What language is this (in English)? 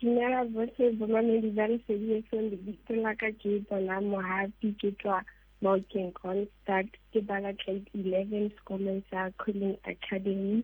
Southern Sotho